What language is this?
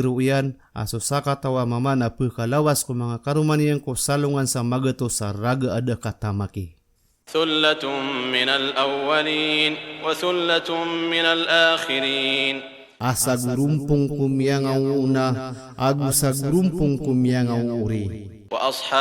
Maranao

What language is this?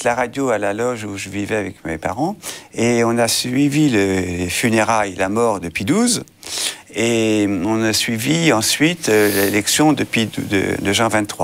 French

